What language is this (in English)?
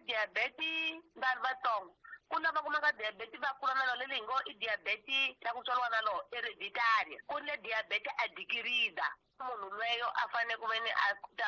Tsonga